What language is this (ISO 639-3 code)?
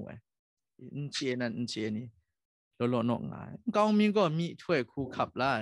kac